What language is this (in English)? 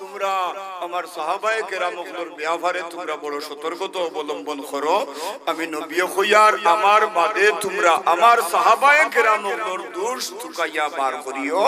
Sylheti